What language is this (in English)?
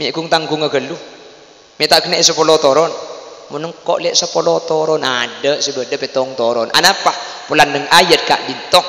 Madurese